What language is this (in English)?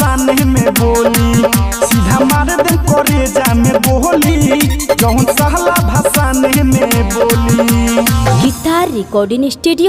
Bhojpuri